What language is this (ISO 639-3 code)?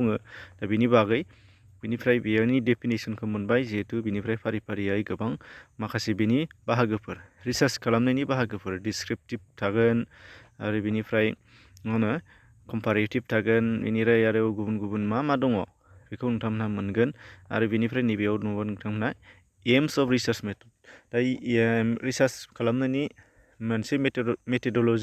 brx